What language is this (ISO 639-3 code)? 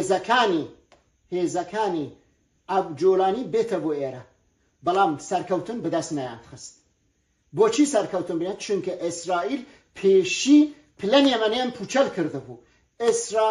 kur